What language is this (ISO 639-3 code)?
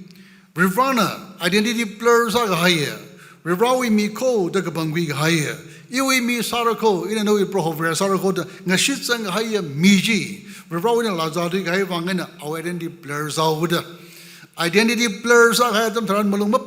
nmf